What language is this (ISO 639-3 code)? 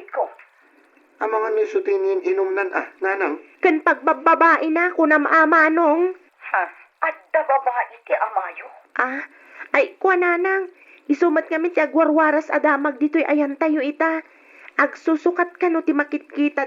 ilo